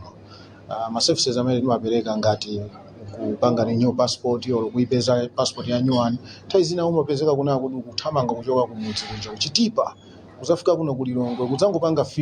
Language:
Nyanja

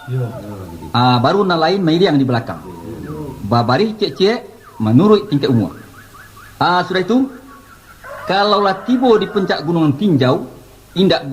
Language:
Minangkabau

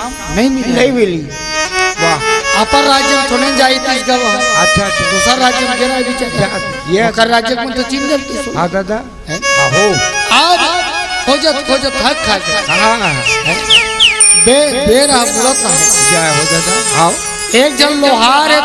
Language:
Chhattisgarhi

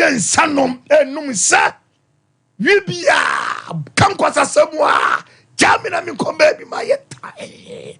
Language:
Akan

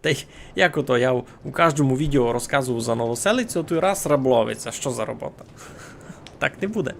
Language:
Rusyn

